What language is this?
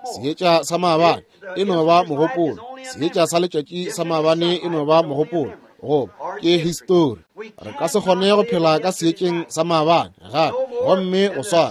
Northern Sotho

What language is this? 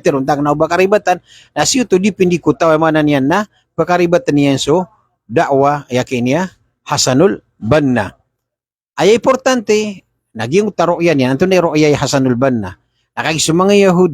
Maranao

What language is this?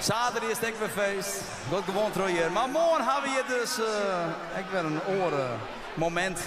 Western Frisian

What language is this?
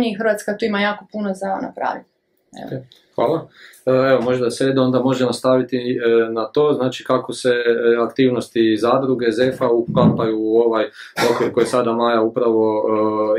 Croatian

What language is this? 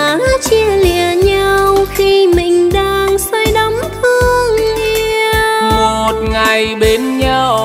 Vietnamese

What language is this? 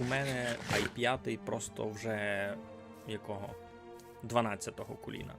Rusyn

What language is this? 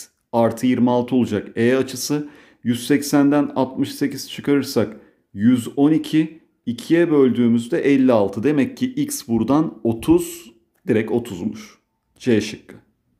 Turkish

